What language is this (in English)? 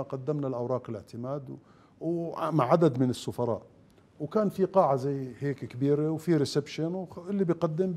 Mesopotamian Arabic